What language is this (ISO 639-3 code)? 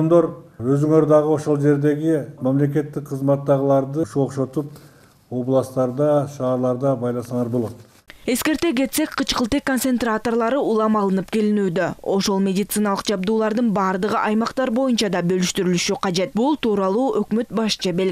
kir